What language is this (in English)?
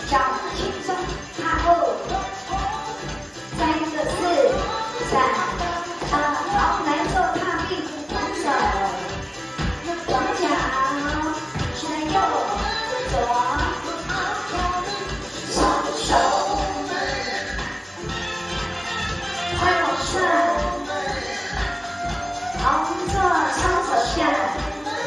Chinese